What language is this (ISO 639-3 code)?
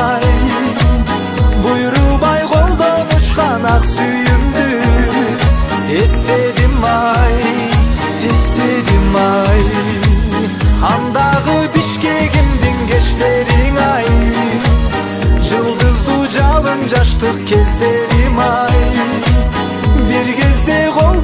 kir